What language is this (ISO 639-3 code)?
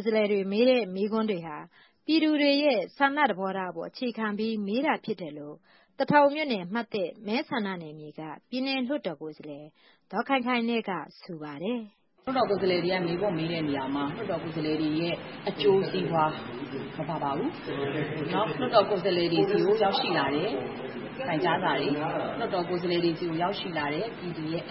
mya